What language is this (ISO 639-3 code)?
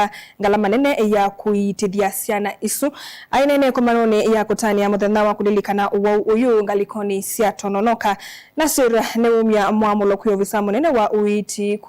kam